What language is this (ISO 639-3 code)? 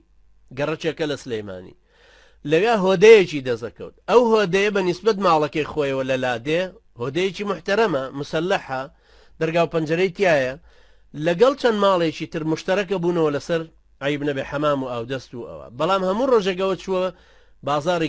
ckb